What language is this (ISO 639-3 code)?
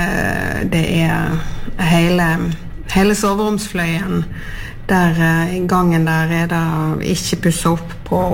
nor